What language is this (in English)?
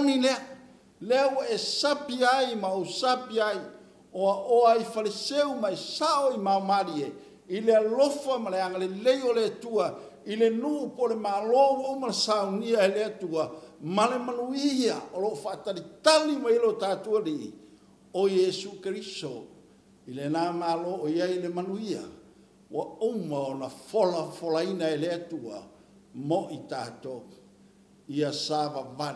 Samoan